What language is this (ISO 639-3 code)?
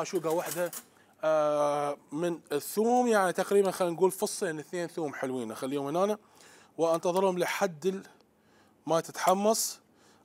acm